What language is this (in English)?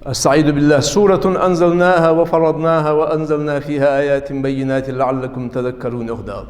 Ingush